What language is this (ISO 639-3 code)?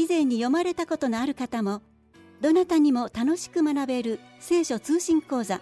jpn